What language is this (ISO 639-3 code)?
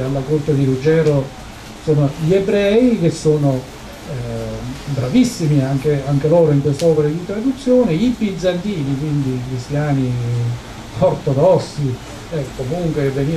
ita